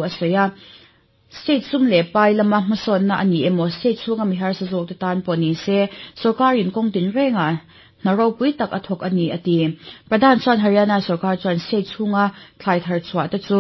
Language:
Mizo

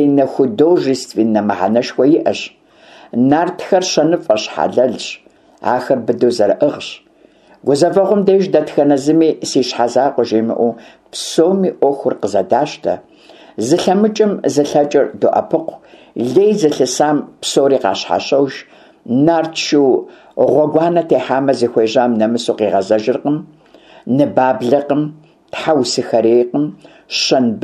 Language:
Kabardian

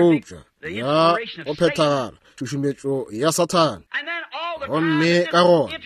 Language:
Northern Sotho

